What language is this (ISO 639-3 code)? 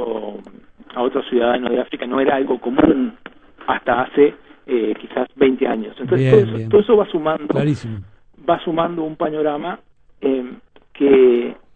spa